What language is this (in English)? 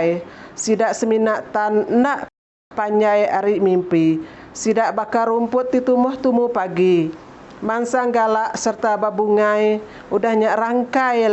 Iban